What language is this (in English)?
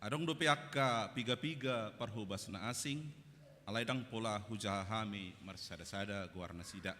Batak Toba